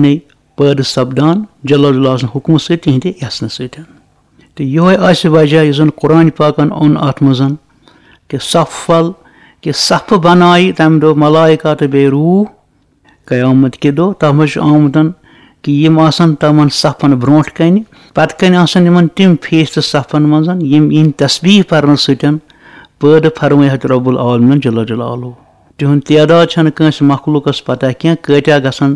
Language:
Kashmiri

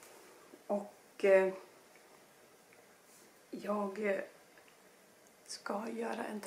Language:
Swedish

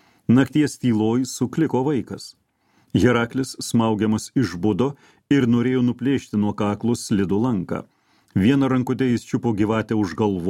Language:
Lithuanian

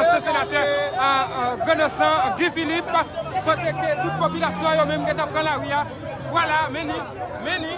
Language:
Haitian Creole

